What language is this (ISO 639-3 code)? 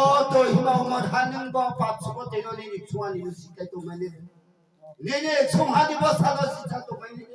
ria